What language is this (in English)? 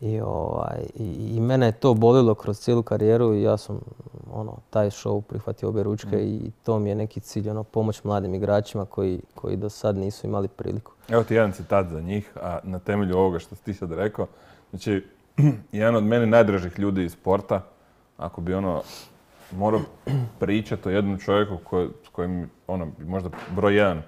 Croatian